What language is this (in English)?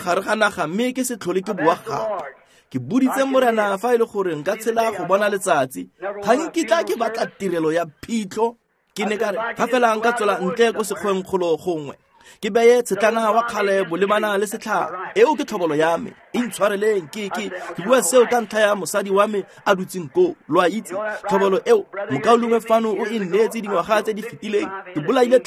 Tswana